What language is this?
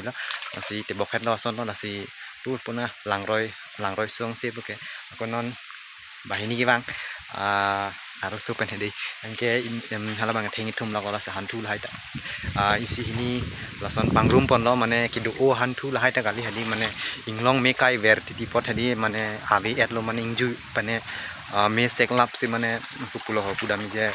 Karbi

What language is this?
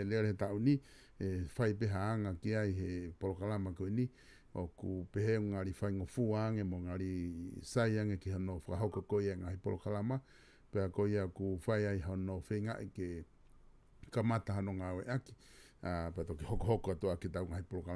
Tongan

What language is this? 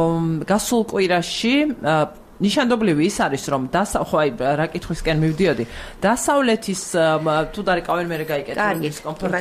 Georgian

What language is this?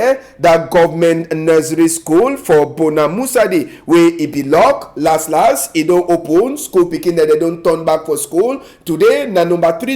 Cameroon Pidgin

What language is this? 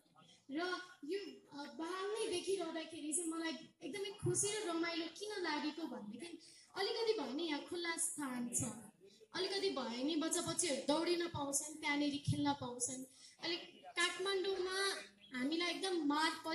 Nepali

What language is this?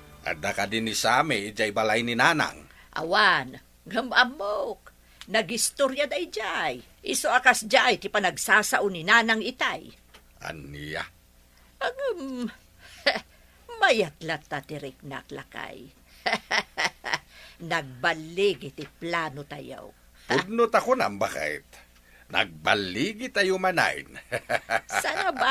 Iloko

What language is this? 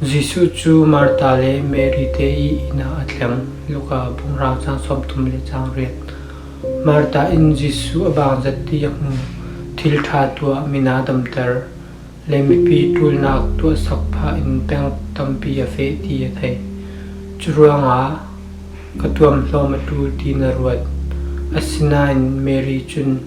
Falam Chin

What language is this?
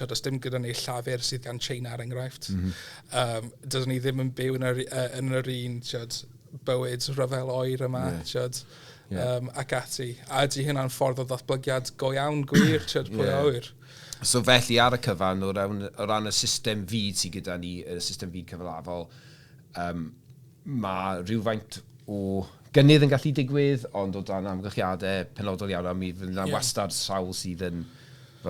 Welsh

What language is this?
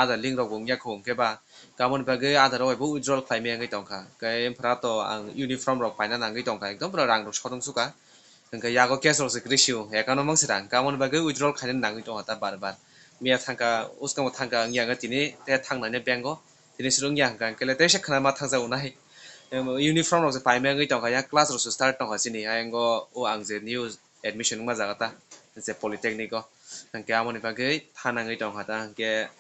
Kok Borok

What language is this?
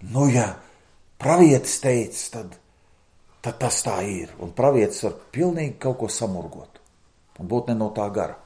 Latvian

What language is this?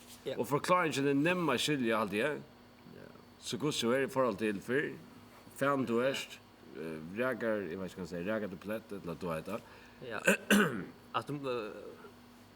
Faroese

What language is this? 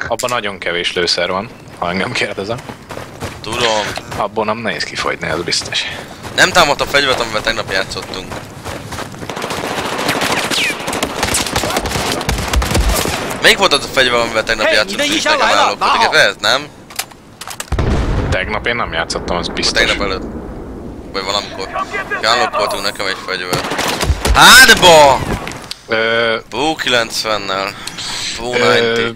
Hungarian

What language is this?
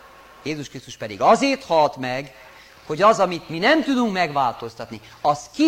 Hungarian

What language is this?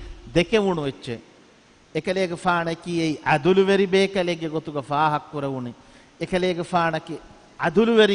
Divehi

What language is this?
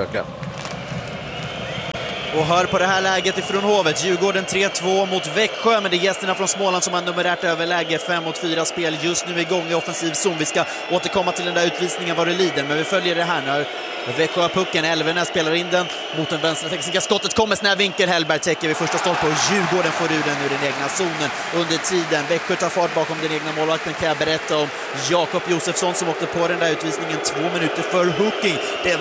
Swedish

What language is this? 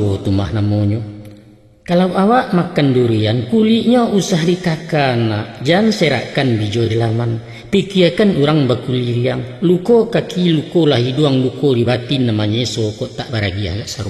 Minangkabau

